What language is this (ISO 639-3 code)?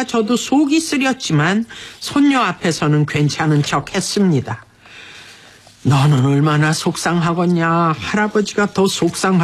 kor